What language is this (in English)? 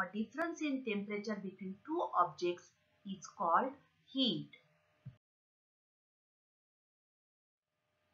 Marathi